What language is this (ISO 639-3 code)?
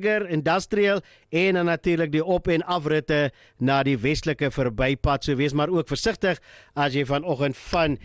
afr